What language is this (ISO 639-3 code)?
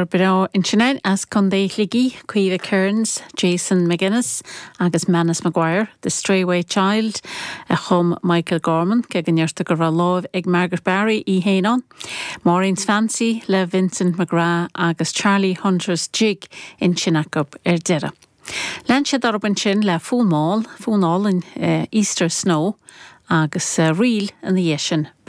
gle